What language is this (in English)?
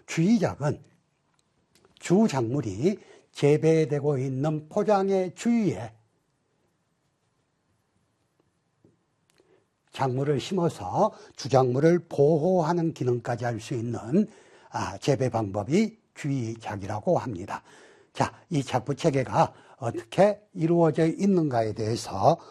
Korean